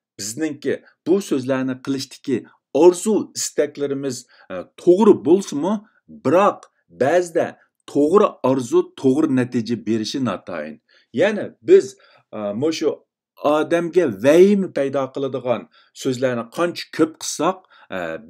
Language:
Uyghur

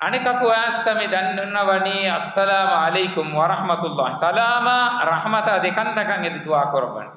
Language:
Divehi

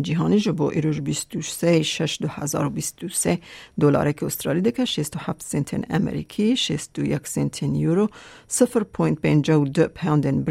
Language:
Kurdish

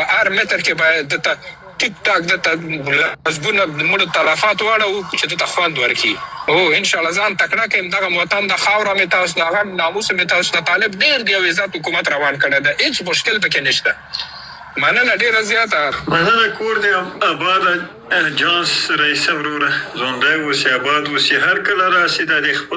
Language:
Pashto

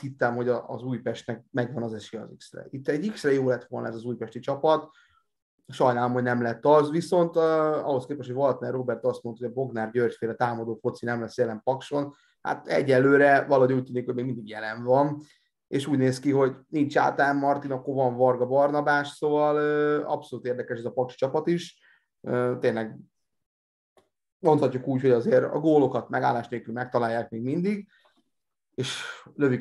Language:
Hungarian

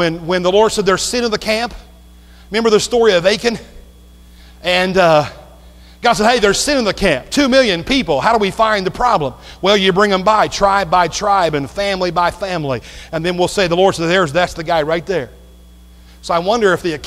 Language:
English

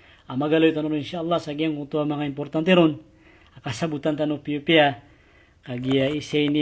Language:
Maranao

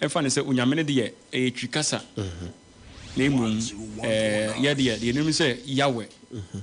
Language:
Akan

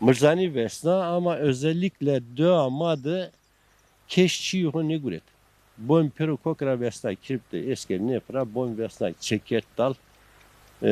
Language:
Zaza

